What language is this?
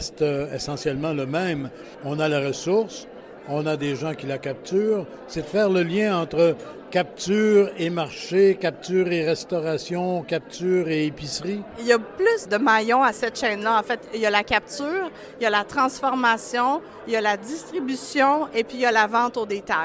French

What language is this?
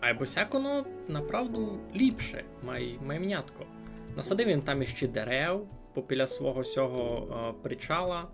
Rusyn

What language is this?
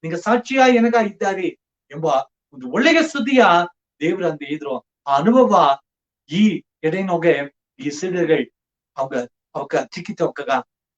Badaga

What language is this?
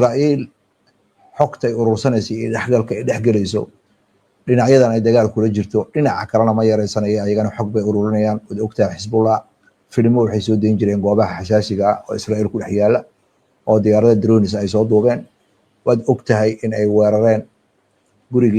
Somali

